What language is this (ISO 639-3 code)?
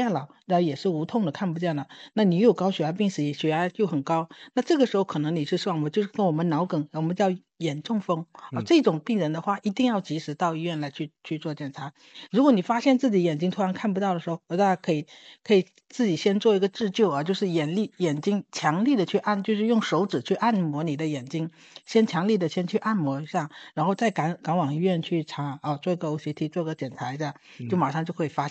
zho